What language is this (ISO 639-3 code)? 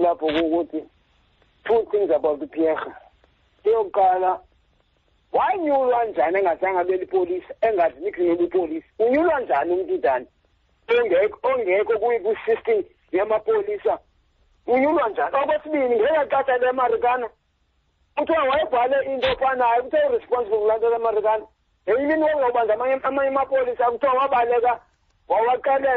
xho